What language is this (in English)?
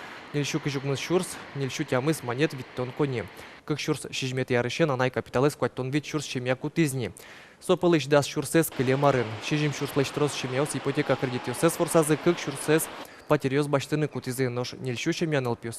Udmurt